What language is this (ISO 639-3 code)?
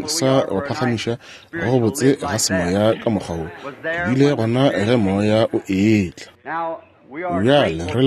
nso